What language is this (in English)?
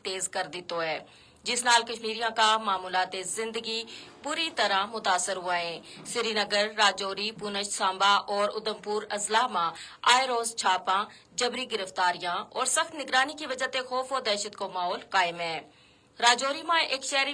Gujari